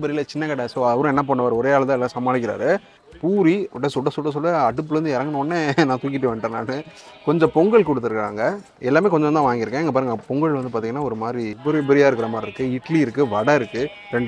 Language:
Tamil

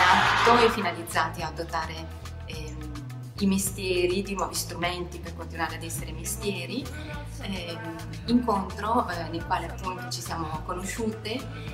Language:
Italian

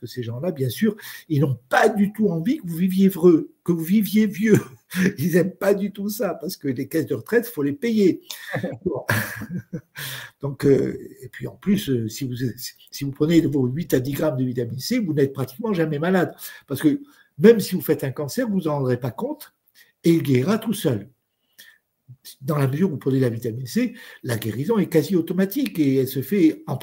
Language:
French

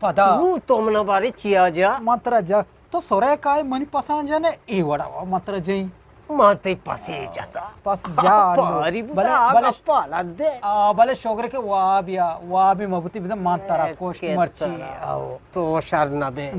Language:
Eastern Balochi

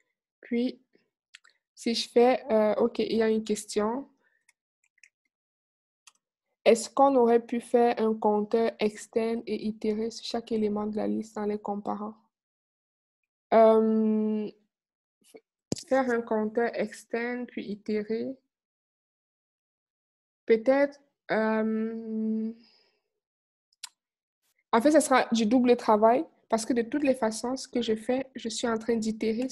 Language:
French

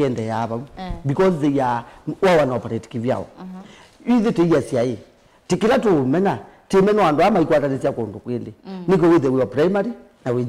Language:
Kamba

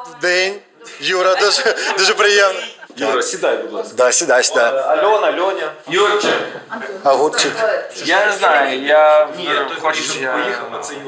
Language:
Ukrainian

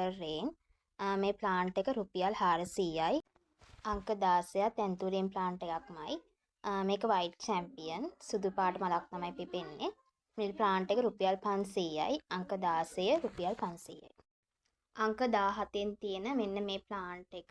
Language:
Sinhala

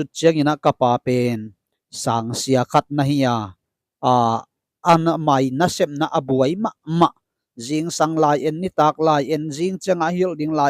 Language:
Tedim Chin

